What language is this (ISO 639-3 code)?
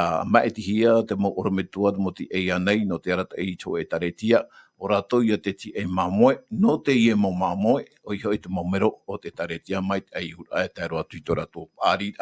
tah